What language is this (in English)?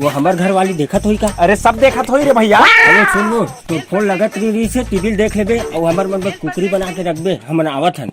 Chhattisgarhi